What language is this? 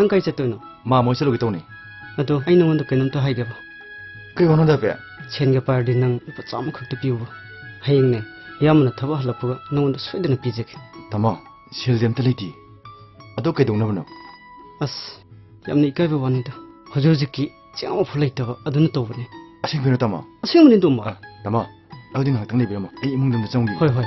Manipuri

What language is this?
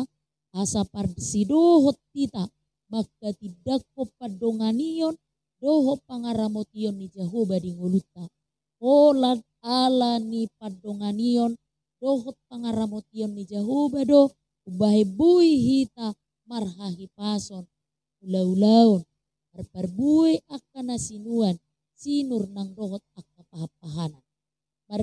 Batak Toba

